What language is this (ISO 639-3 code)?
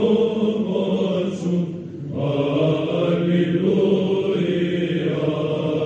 ell